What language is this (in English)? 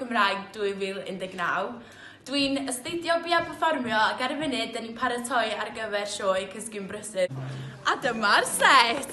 Welsh